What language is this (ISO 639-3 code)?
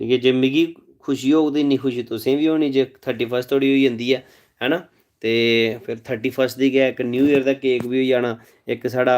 doi